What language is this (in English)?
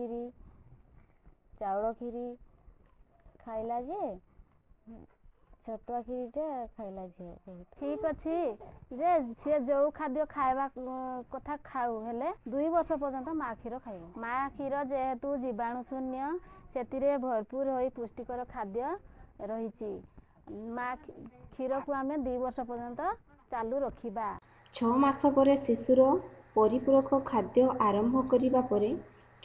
Odia